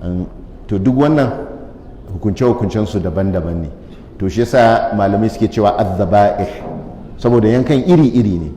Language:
Hausa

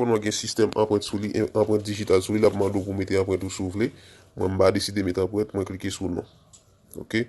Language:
Haitian Creole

